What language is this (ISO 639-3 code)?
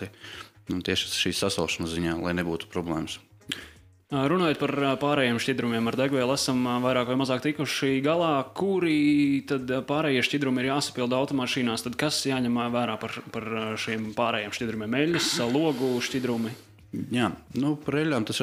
lav